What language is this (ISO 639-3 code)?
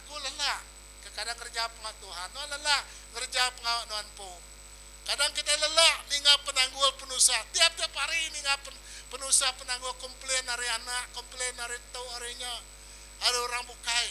iba